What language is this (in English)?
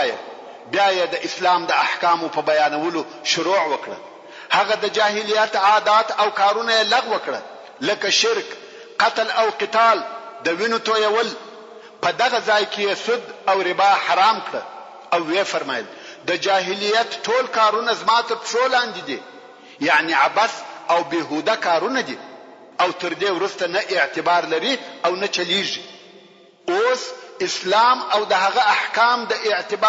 Pashto